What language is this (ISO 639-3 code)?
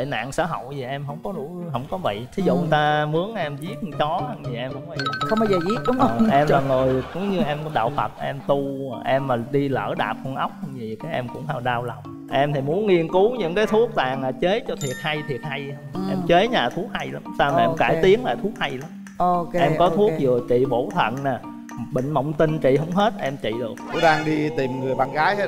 vie